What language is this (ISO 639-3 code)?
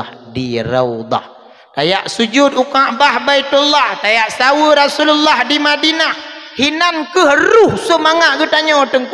ace